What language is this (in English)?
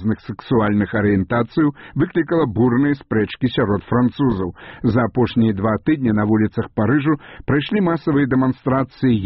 Belarusian